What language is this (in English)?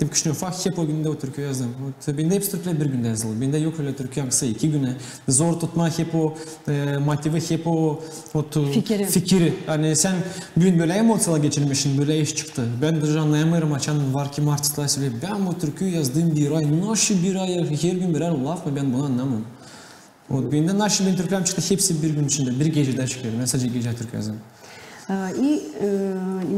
Gagauz